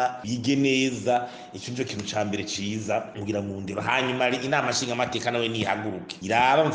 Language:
Rundi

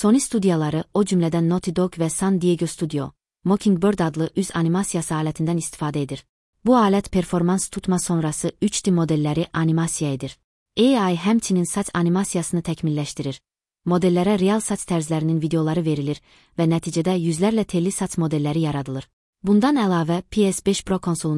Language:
Azerbaijani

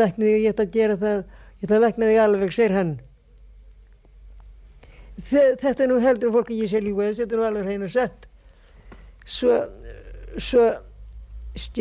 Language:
Icelandic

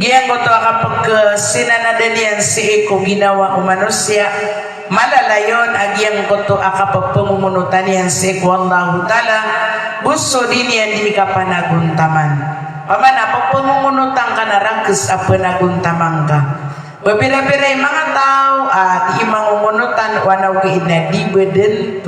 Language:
Maranao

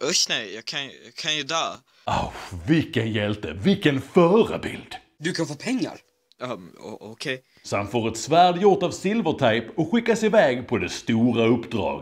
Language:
Swedish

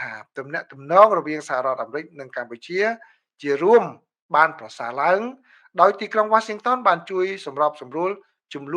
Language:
Khmer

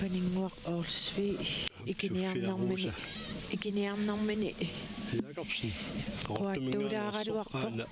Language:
Kalaallisut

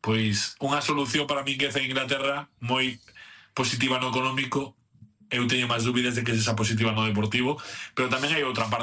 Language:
Galician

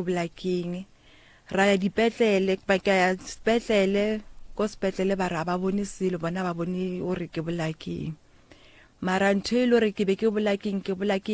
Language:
Northern Sotho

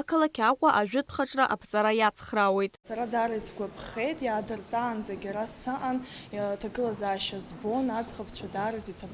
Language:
Abkhazian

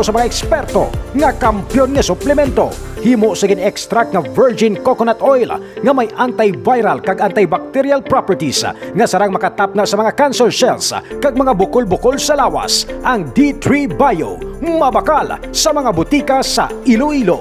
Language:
Hiligaynon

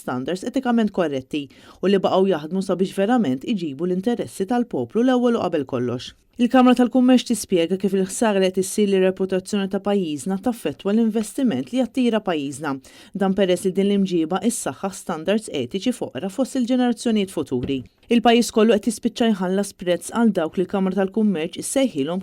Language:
Maltese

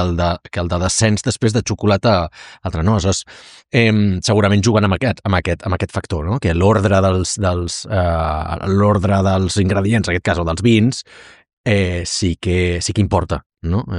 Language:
Catalan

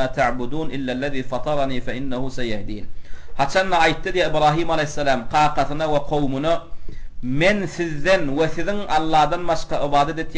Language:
Turkmen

